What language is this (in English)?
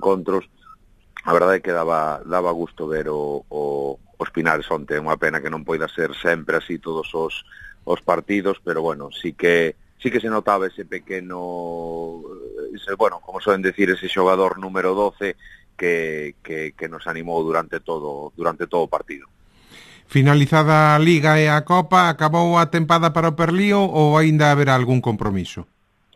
Galician